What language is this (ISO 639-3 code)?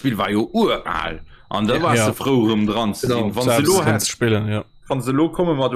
ltz